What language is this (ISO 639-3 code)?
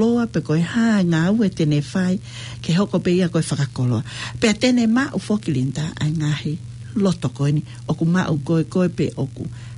ton